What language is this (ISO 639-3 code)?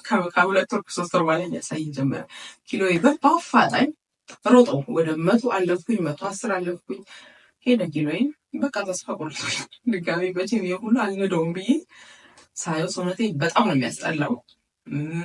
amh